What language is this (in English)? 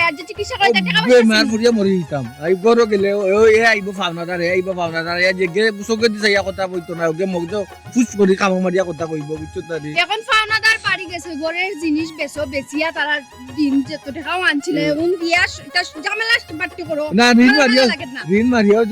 Sylheti